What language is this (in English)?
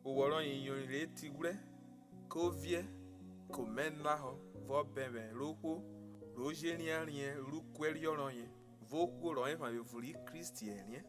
Urhobo